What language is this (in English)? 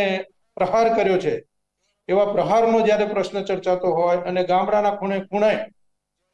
Gujarati